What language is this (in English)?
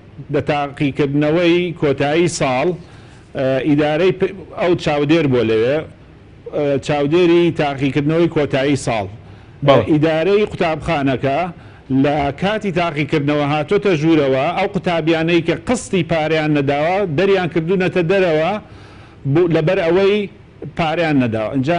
Central Kurdish